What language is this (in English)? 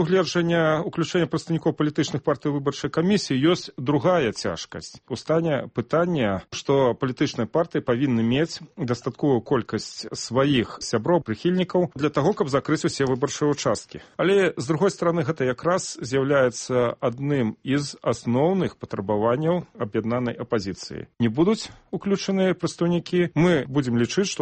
Belarusian